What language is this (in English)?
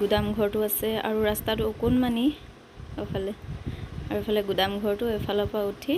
Assamese